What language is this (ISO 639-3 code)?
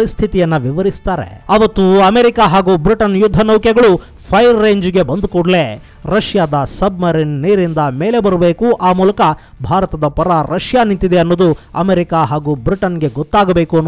kan